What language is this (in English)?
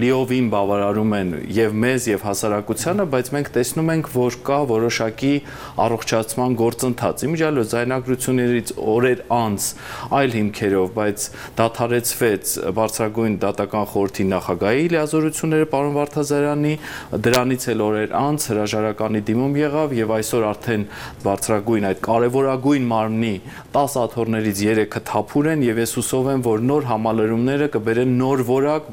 Armenian